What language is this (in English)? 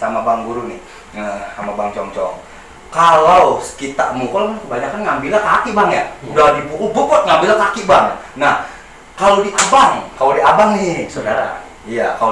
Betawi